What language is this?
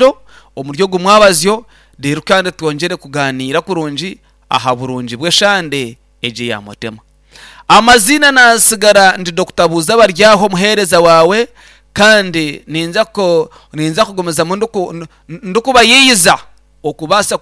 Nyankole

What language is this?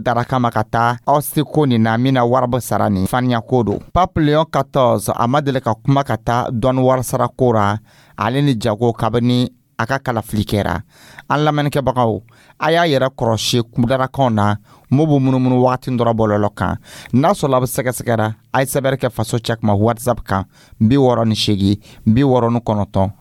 Dyula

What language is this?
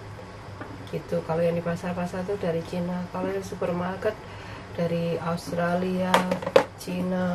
Indonesian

